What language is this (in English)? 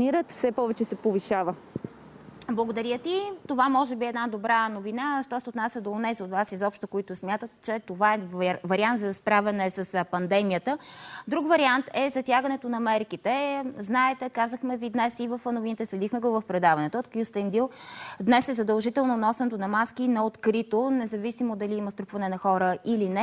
Bulgarian